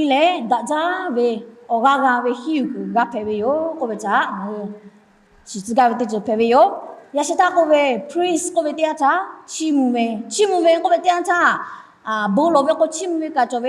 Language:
Lahu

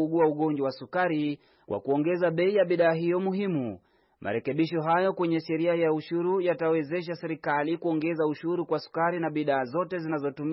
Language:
Swahili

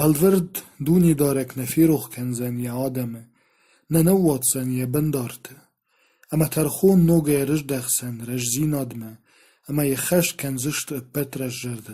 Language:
Ossetic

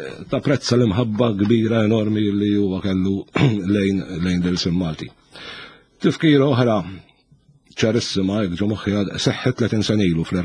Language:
Maltese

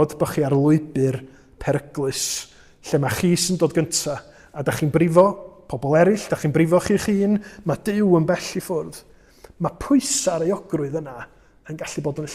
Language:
Welsh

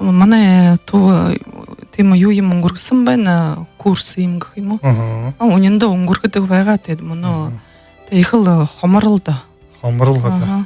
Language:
Buriat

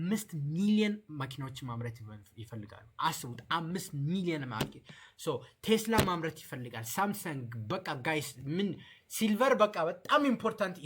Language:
Amharic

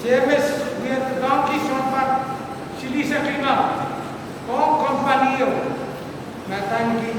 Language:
Pohnpeian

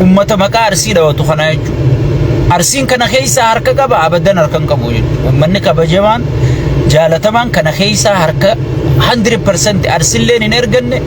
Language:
Oromo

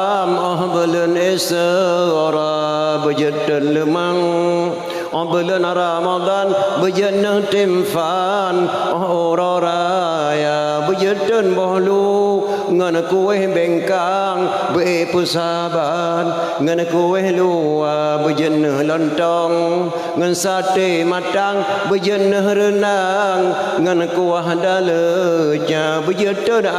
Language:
Achinese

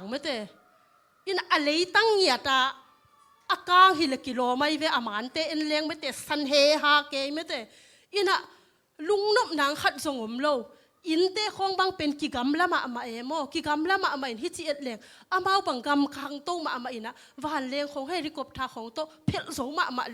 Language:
Tedim Chin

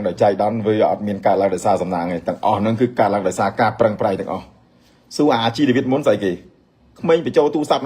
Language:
Khmer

